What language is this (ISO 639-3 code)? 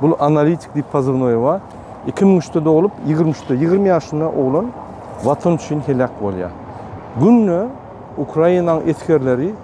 tuk